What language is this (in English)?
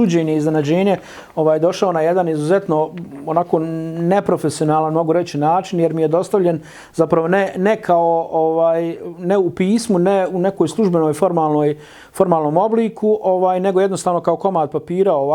Bosnian